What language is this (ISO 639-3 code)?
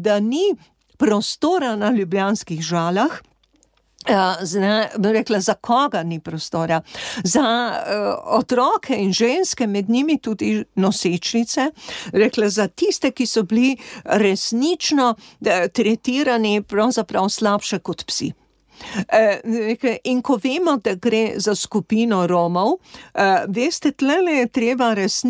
slv